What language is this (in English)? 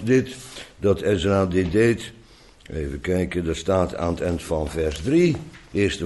Dutch